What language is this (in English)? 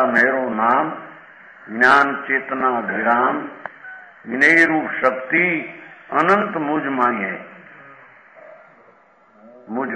Gujarati